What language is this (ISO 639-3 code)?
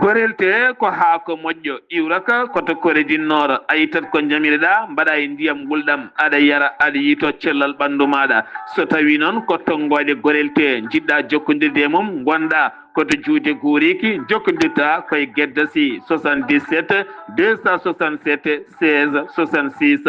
ful